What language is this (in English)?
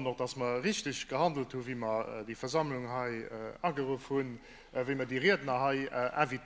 Luxembourgish